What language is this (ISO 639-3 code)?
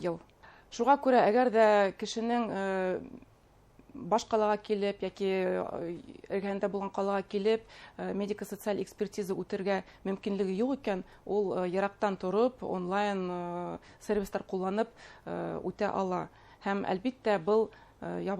bak